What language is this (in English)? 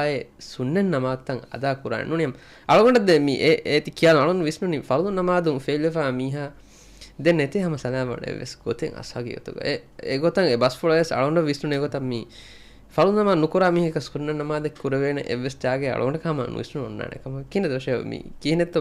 Divehi